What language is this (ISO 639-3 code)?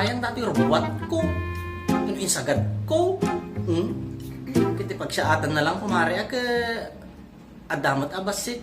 ilo